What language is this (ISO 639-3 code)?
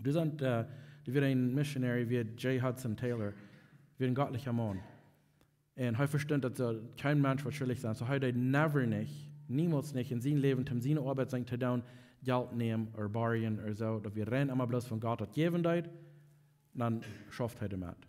pdt